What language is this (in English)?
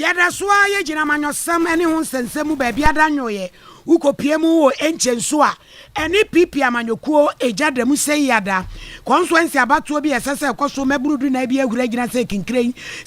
Akan